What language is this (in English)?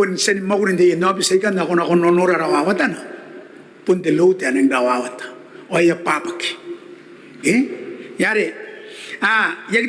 Gilbertese